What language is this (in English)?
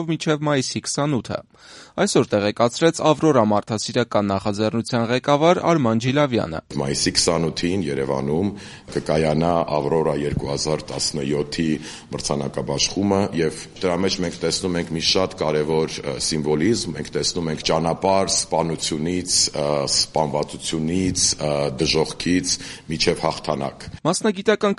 Armenian